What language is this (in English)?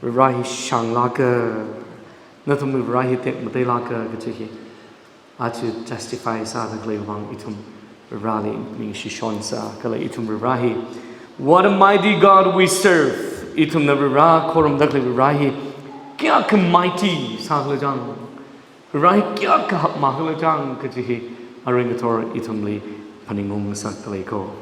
Tangkhul Naga (India)